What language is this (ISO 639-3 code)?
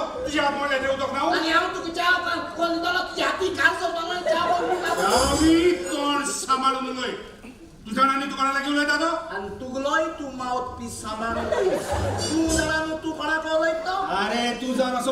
kok